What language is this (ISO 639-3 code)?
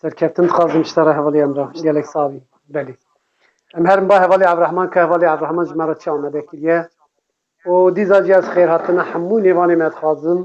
kur